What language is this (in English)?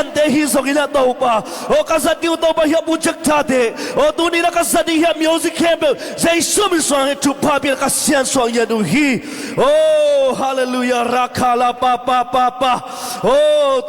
Tedim Chin